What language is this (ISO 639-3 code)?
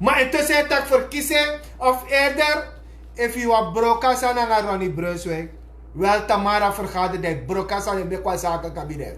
srn